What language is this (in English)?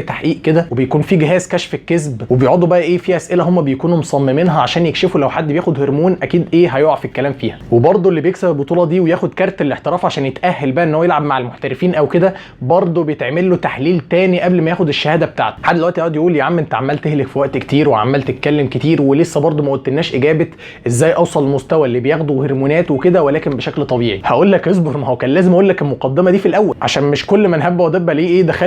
Egyptian Arabic